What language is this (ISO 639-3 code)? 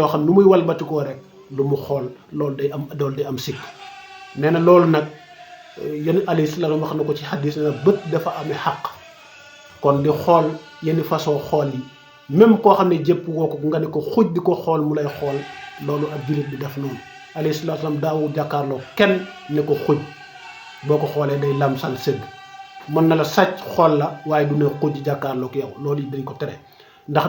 wol